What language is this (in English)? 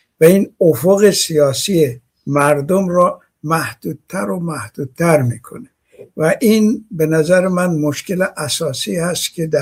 Persian